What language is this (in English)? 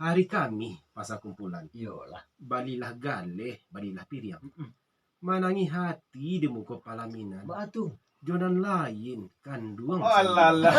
Minangkabau